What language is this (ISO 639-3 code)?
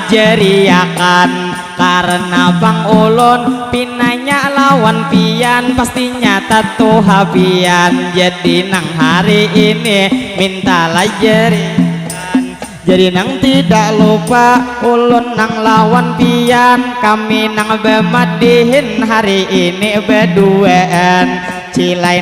bjn